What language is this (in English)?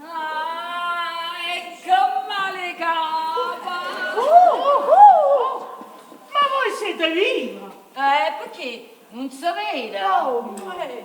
Neapolitan